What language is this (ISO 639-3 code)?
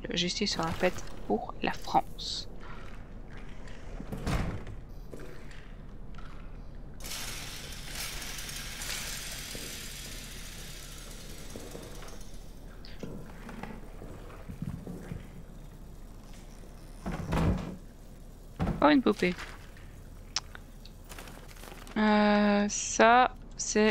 fra